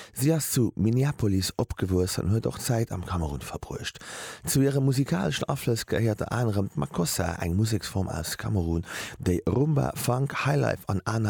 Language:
Luxembourgish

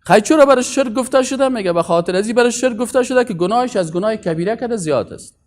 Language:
Persian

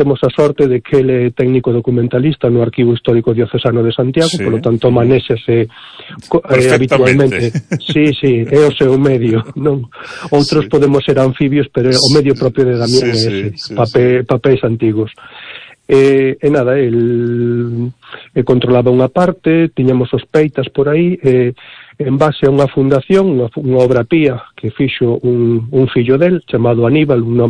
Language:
Galician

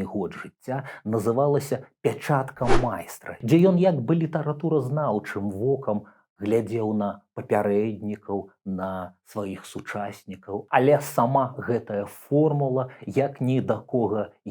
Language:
Belarusian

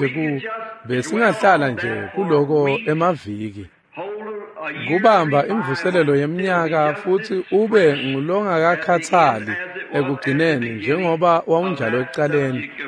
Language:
Swati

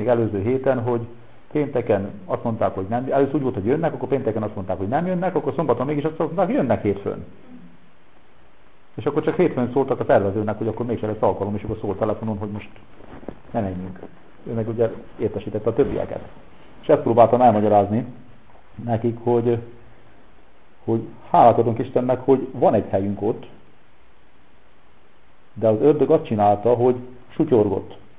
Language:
Hungarian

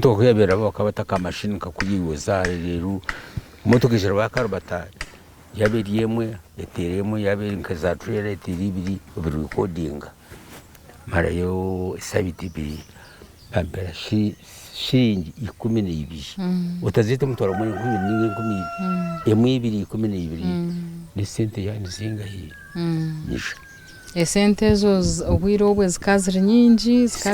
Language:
Nyankole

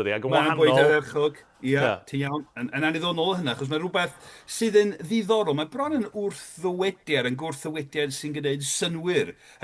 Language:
Welsh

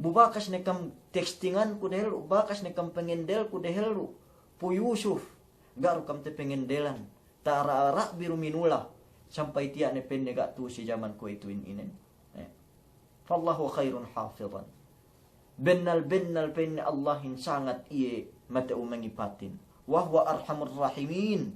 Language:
Yakan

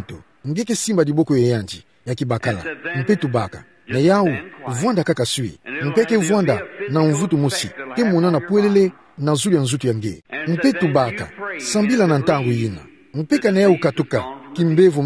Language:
Kituba (Democratic Republic of Congo)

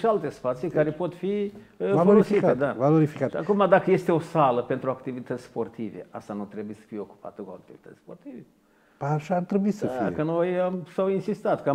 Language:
Romanian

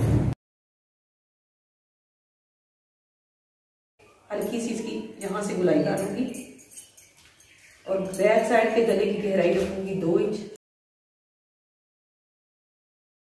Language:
Hindi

